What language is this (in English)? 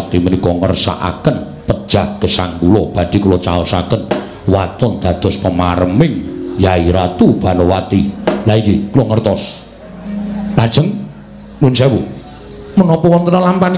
Javanese